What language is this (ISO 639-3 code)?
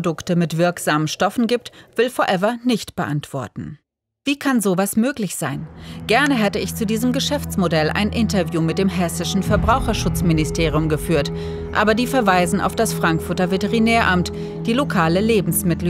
deu